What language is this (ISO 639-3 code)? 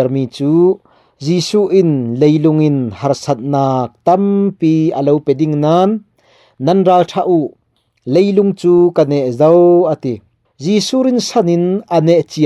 cfm